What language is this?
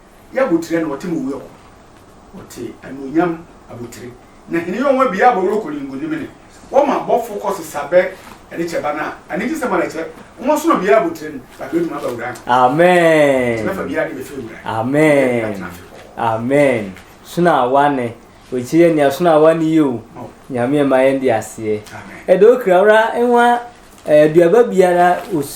Sehwi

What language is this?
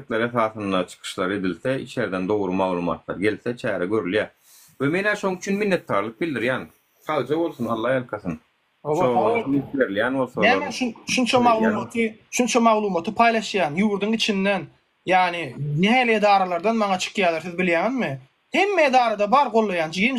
Turkmen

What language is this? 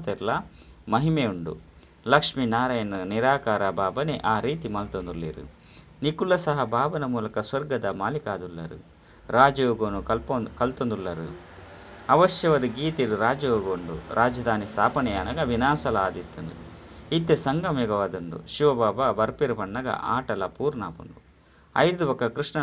Tulu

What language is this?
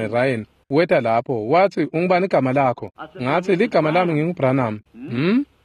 Swati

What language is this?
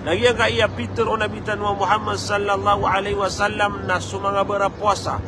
Maranao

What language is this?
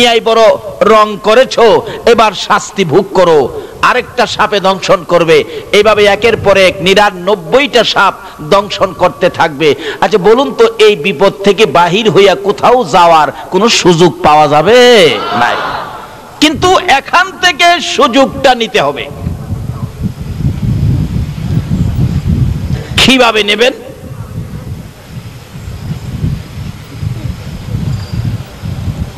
Bangla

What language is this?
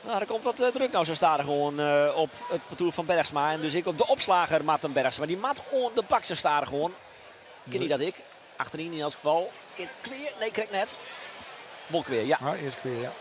Western Frisian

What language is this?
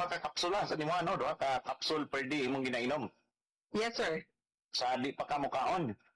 Cebuano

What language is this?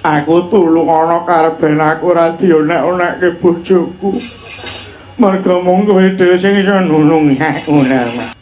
Javanese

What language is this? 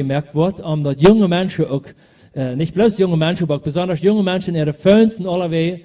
Plautdietsch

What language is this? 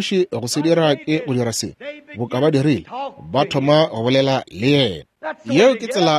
Northern Sotho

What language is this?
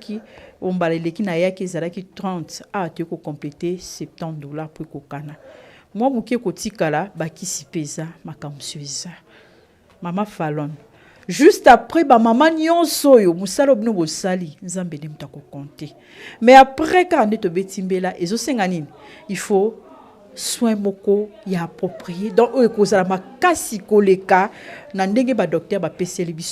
Lingala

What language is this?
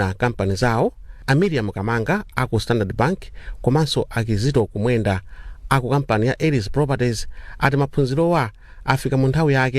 Nyanja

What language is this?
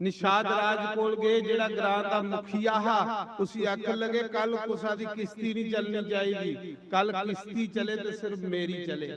Dogri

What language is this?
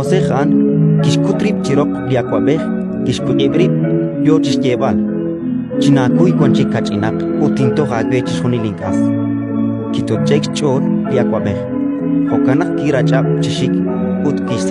Kekchí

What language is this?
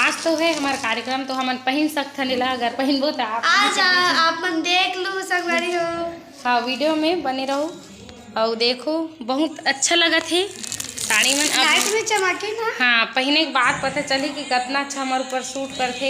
Chhattisgarhi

